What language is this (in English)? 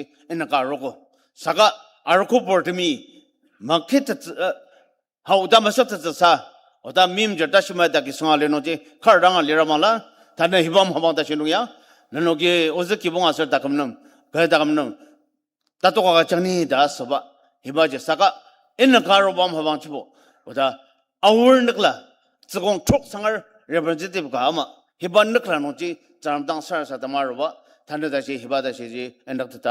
Ao Naga